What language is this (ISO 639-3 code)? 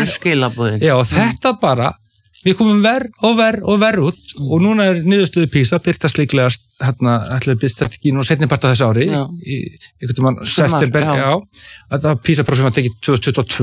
isl